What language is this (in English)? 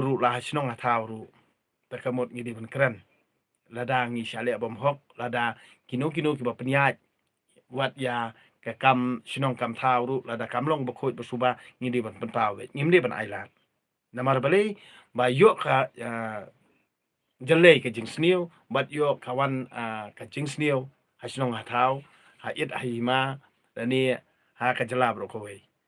Khasi